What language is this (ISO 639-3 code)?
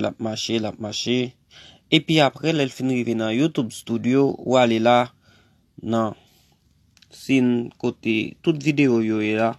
hat